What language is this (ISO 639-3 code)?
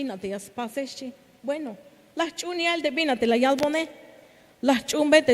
tzh